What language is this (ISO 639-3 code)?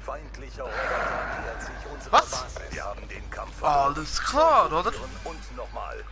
gsw